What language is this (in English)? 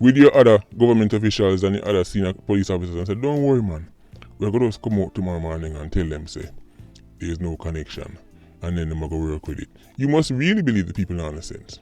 Jamaican Creole English